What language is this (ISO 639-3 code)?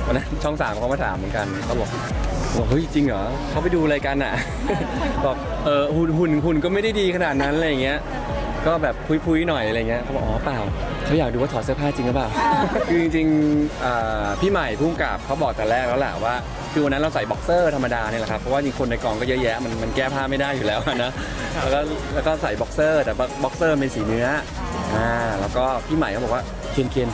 tha